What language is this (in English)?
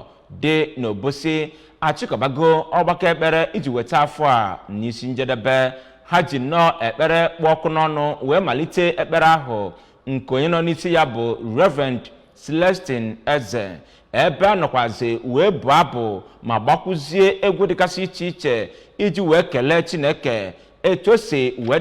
Igbo